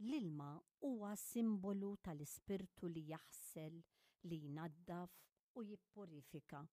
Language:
Maltese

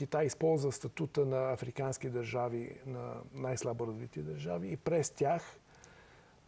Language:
Bulgarian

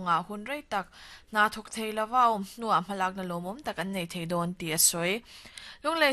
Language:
Mizo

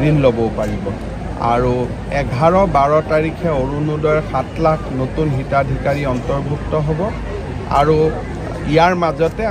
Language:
Assamese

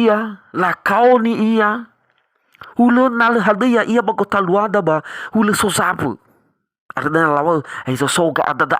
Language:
Nias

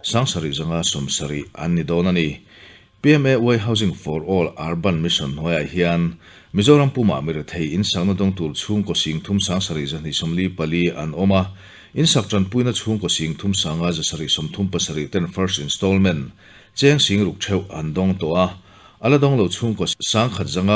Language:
Mizo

